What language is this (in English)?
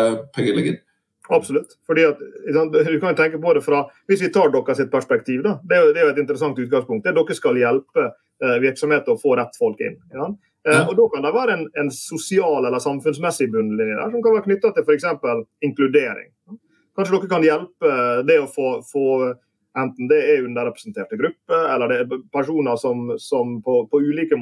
Norwegian